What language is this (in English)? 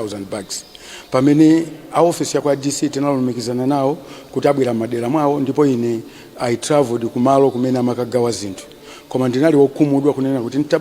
Nyanja